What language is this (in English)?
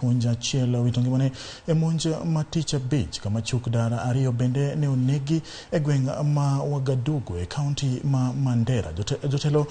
Luo (Kenya and Tanzania)